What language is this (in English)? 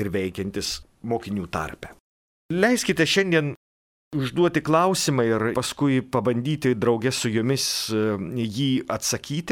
Lithuanian